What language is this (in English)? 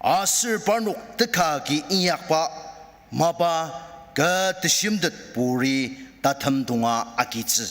Ao Naga